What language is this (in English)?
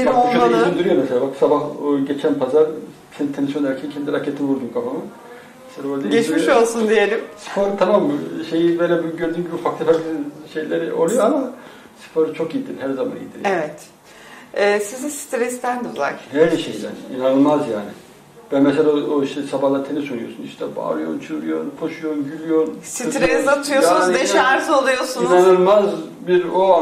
Turkish